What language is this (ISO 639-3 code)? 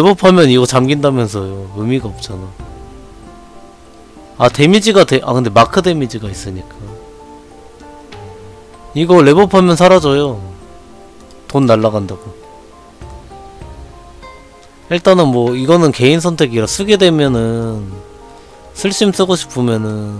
kor